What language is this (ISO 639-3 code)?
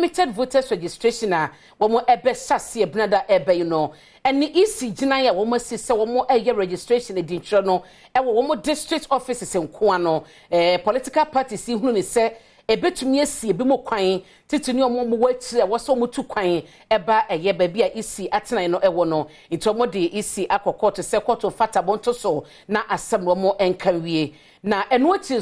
aka